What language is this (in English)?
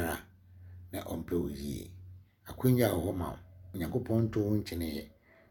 Akan